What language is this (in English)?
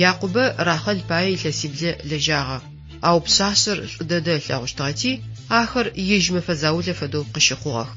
Adyghe